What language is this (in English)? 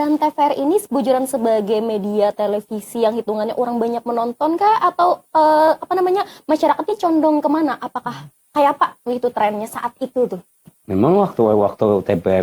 Banjar